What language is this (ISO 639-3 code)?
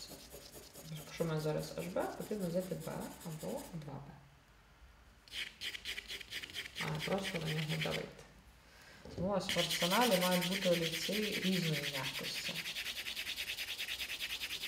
ukr